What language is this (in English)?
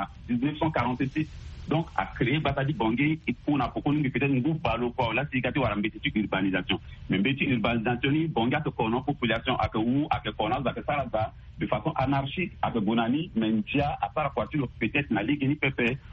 Sango